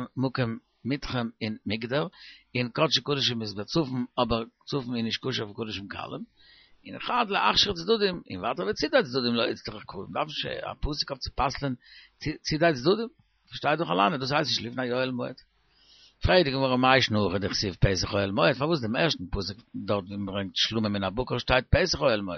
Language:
Yiddish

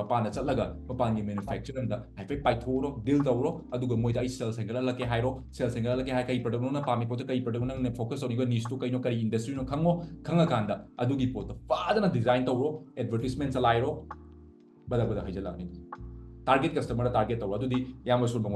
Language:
Manipuri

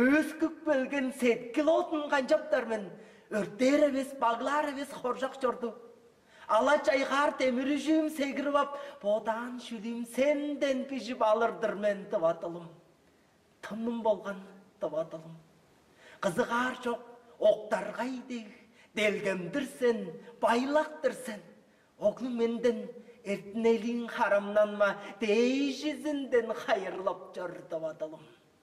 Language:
Tuvinian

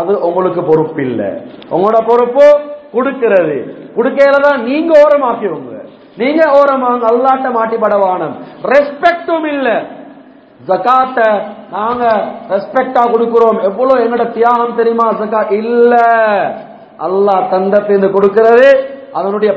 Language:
Tamil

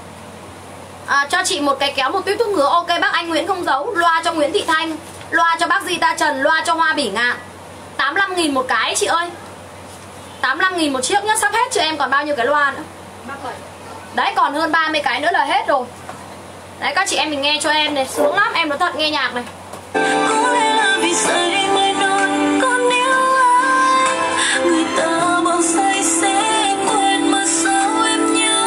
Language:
Vietnamese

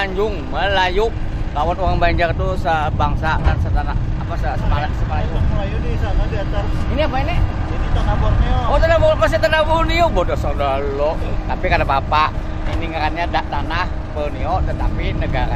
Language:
Banjar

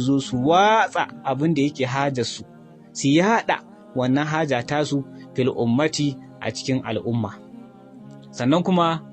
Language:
Hausa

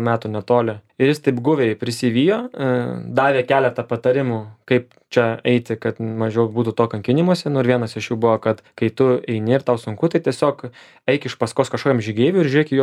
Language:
Lithuanian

